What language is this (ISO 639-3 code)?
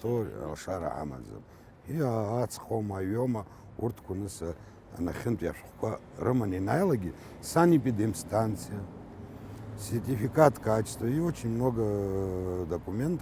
abk